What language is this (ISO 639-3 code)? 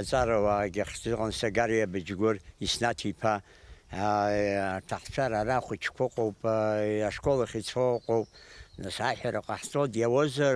abk